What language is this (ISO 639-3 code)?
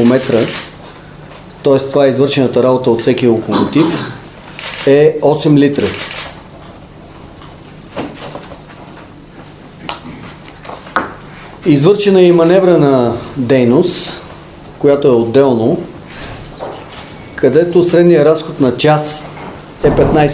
bul